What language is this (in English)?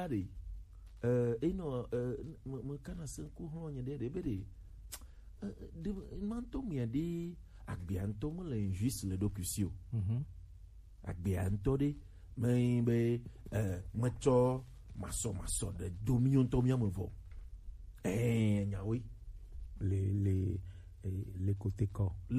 Gen